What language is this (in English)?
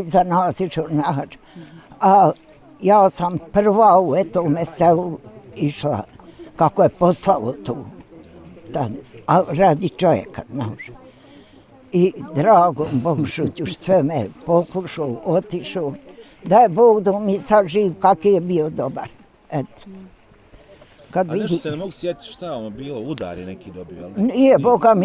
Bosnian